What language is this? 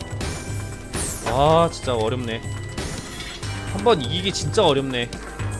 Korean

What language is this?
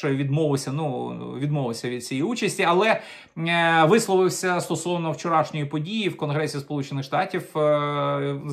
Ukrainian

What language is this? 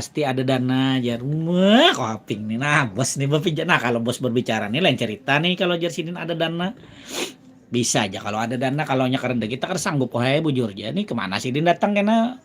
Banjar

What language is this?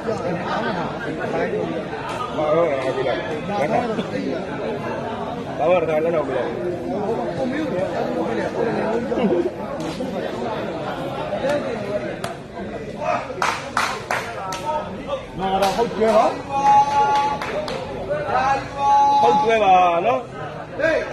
Burmese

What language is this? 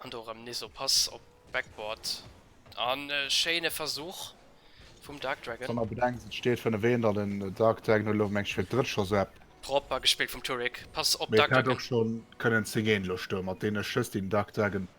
Luxembourgish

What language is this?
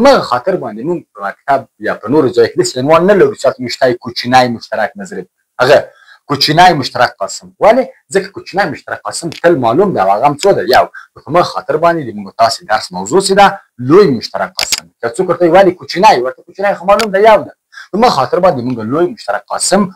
Pashto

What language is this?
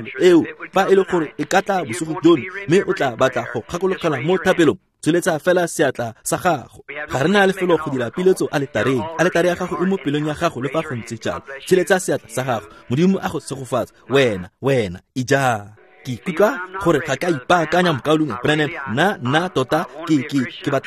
Tswana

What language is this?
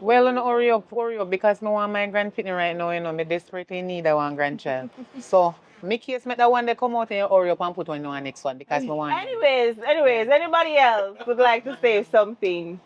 Jamaican Creole English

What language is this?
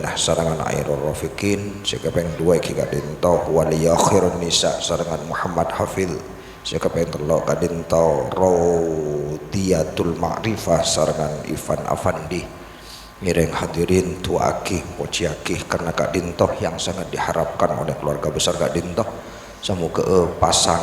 Madurese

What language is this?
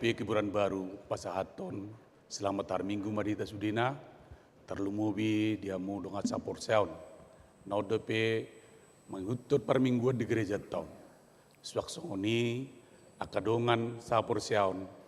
Batak Toba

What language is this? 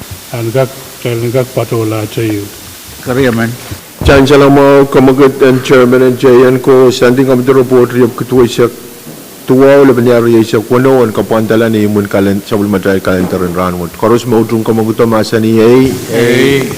Pohnpeian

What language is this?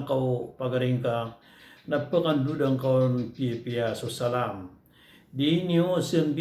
Maranao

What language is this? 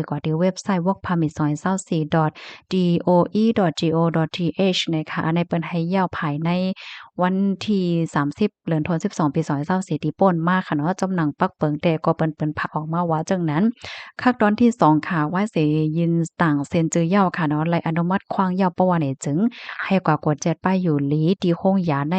Shan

